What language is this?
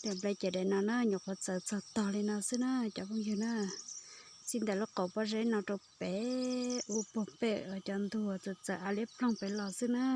Hmong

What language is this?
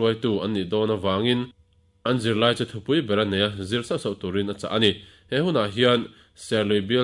Mizo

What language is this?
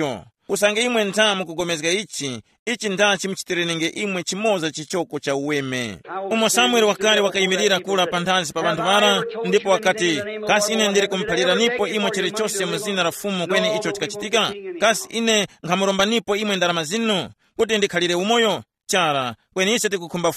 Tumbuka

